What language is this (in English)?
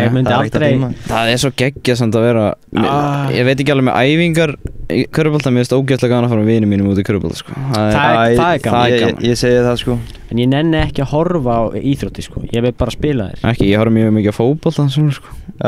Icelandic